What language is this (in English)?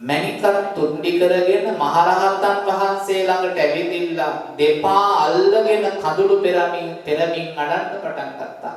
Sinhala